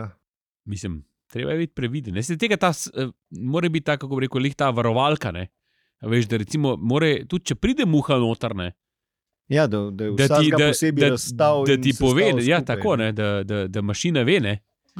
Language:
Slovenian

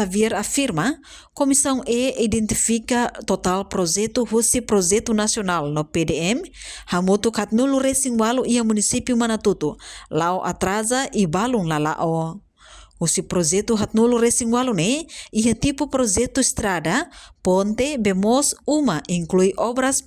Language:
Tetum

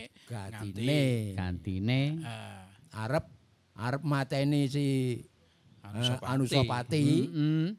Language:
Javanese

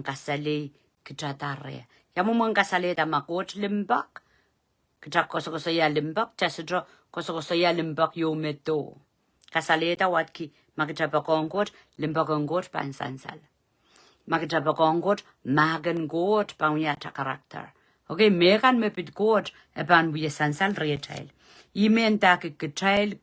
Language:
Pohnpeian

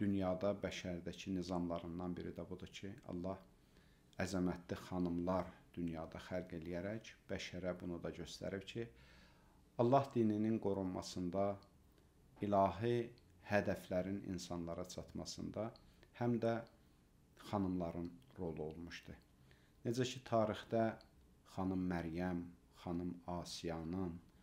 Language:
Azerbaijani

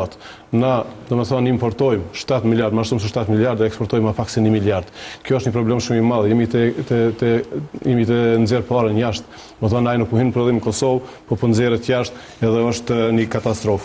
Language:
Albanian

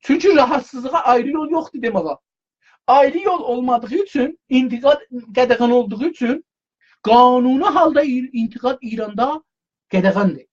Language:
South Azerbaijani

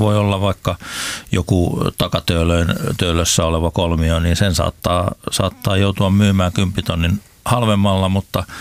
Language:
Finnish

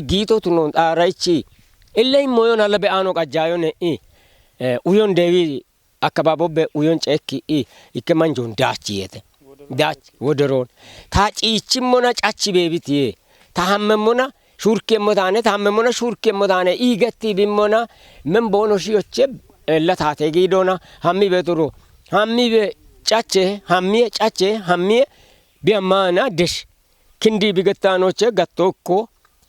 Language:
Kafa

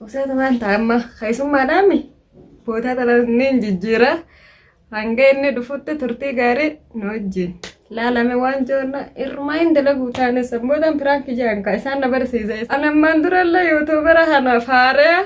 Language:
Oromo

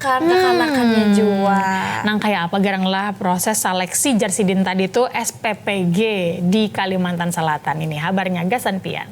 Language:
Banjar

